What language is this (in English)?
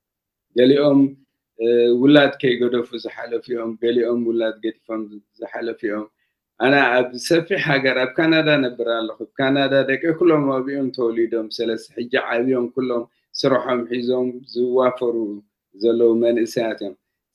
Tigrinya